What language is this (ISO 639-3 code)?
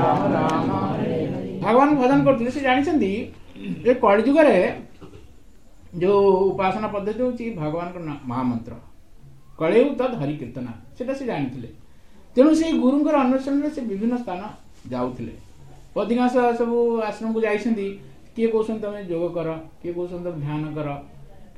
ori